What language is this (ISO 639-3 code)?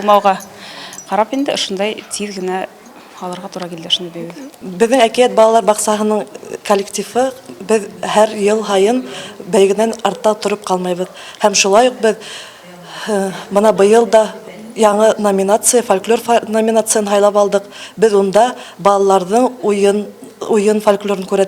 bak